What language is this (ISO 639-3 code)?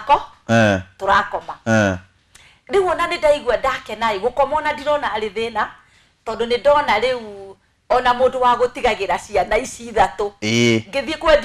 kik